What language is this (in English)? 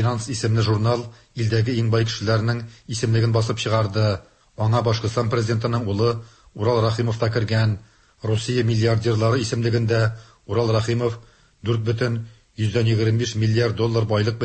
Tatar